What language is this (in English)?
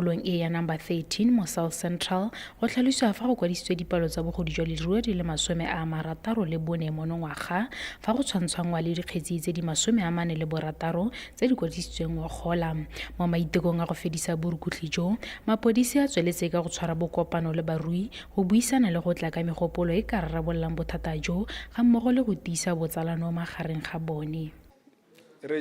Tswana